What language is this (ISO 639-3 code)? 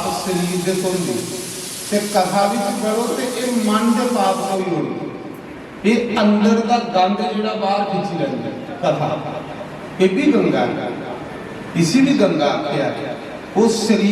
doi